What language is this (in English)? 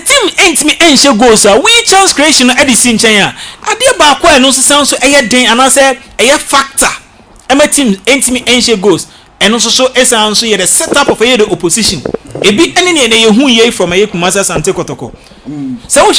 Akan